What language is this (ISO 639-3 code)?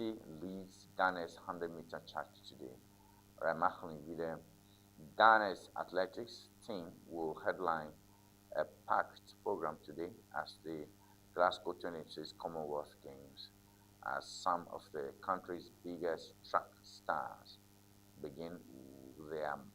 ewe